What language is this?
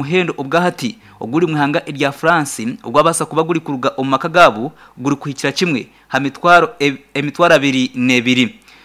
Nyankole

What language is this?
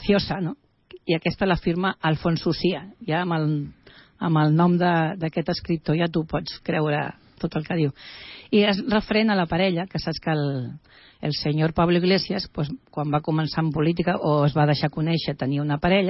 Catalan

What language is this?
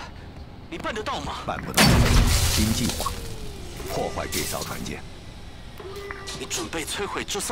Chinese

